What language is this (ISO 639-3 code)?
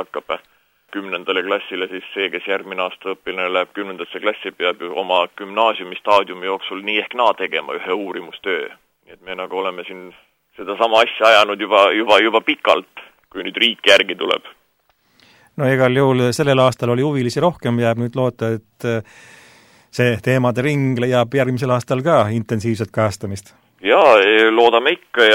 est